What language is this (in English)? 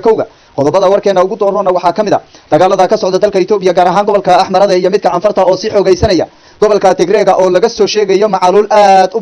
Somali